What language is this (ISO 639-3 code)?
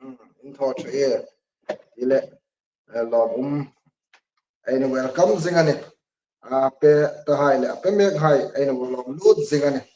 hmr